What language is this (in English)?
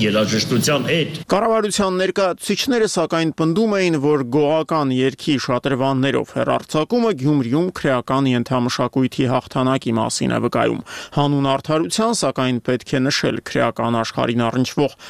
Armenian